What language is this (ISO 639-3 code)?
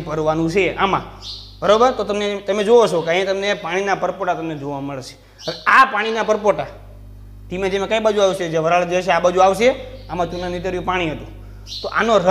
guj